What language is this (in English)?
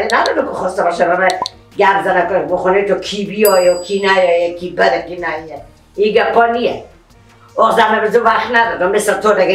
Persian